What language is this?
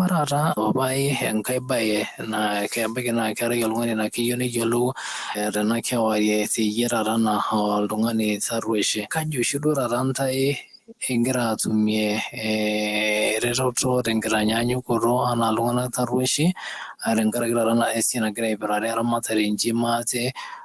Masai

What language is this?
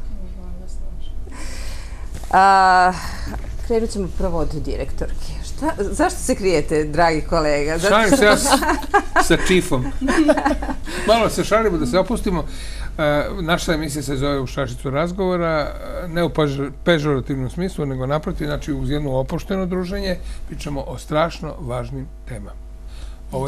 Serbian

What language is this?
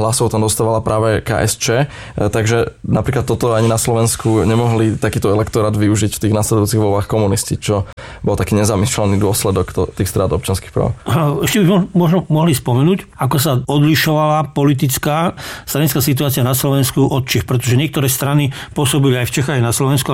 Slovak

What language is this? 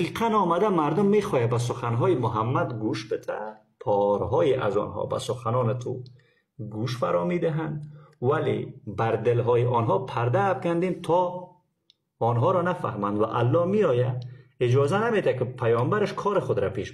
Persian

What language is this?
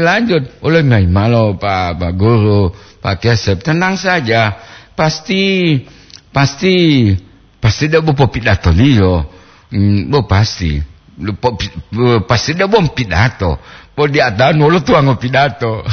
Gorontalo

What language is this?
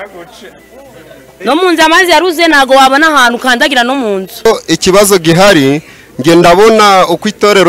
Kinyarwanda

